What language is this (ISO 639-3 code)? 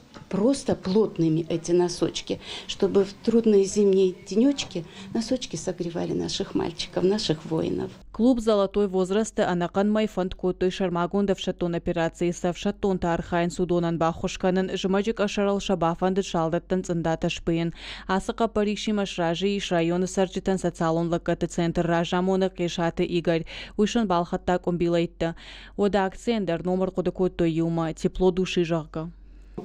oss